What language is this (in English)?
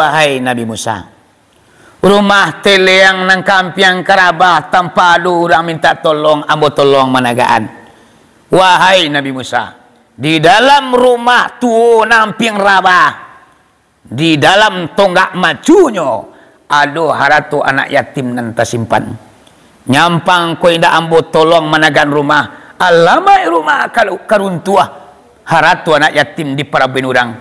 Minangkabau